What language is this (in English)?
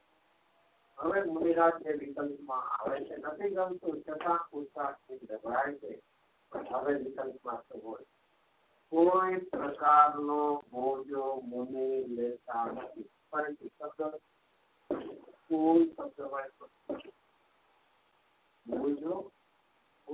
Gujarati